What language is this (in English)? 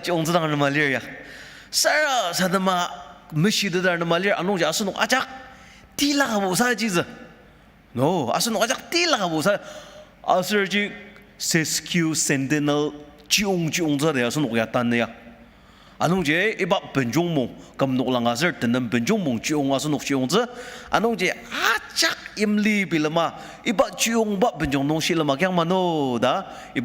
Ao Naga